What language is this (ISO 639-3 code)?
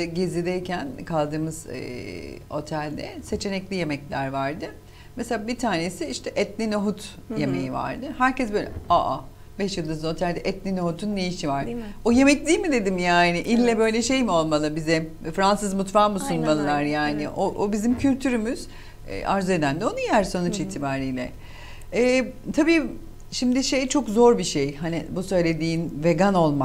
tur